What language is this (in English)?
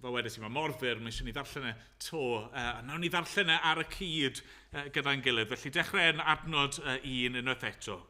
Welsh